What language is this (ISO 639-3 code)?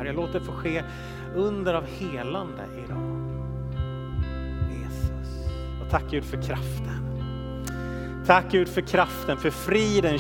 swe